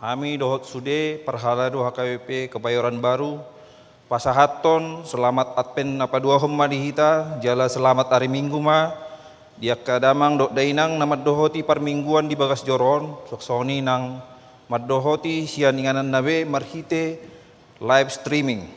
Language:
Batak Toba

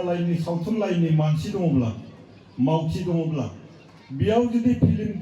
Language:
Bodo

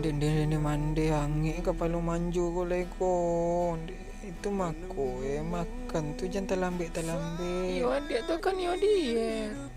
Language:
Minangkabau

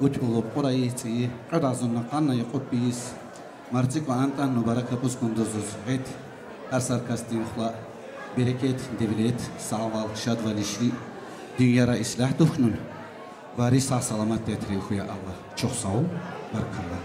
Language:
Tabassaran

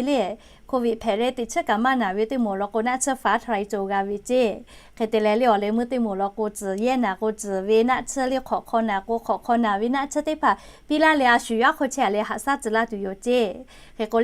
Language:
Lahu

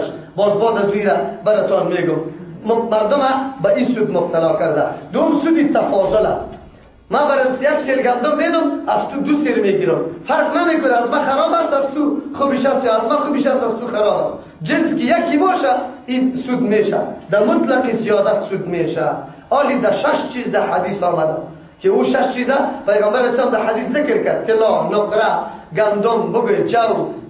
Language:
Persian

